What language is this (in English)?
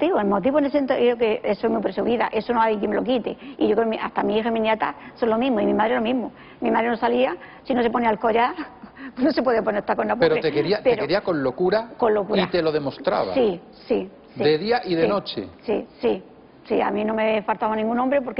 Spanish